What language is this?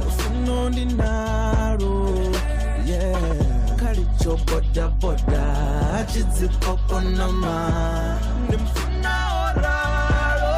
Venda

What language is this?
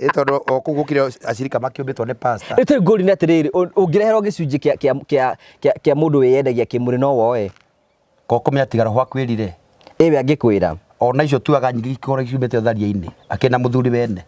Kikuyu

